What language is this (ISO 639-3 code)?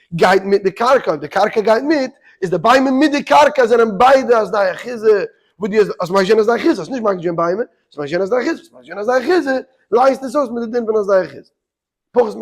yid